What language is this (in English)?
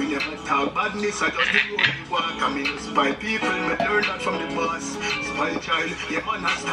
Jamaican Creole English